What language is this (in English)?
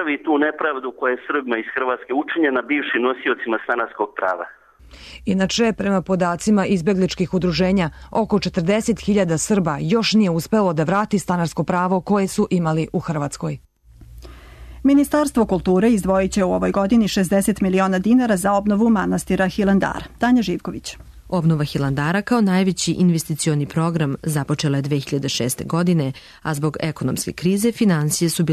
Serbian